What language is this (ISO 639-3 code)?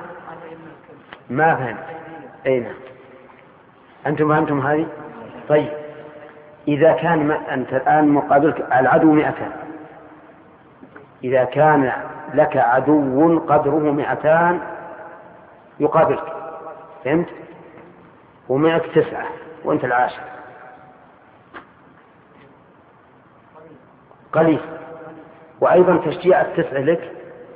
ara